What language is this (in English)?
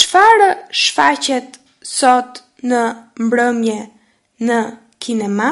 Albanian